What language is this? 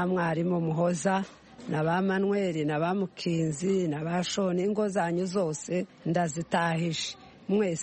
Kinyarwanda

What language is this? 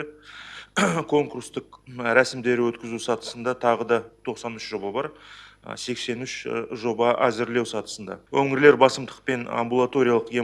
Kazakh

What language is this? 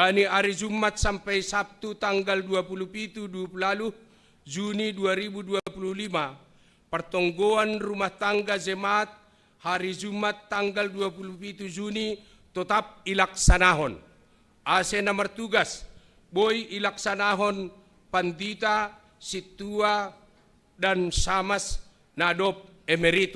Batak Simalungun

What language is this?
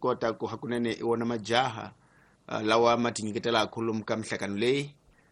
Tsonga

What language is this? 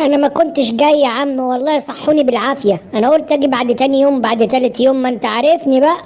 Egyptian Arabic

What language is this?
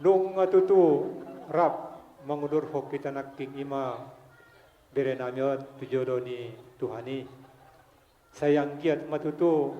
Batak Toba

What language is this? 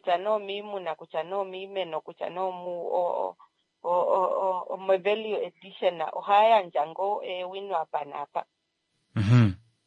Kuanyama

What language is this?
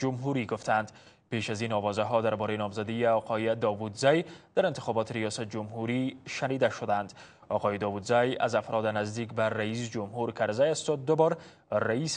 Persian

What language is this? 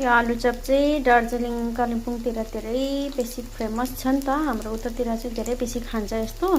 Nepali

